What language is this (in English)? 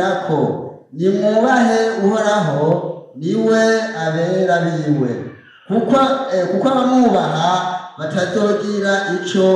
Rundi